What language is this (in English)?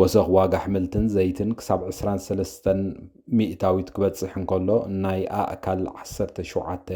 Tigrinya